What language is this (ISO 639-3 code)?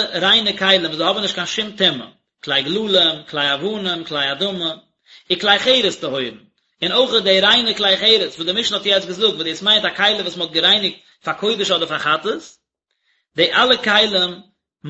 yid